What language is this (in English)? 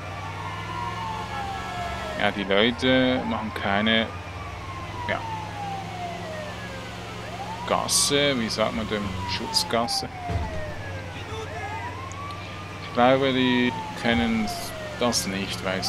German